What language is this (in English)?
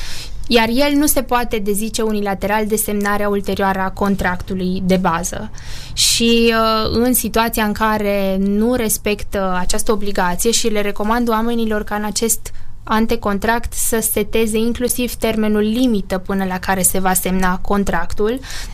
Romanian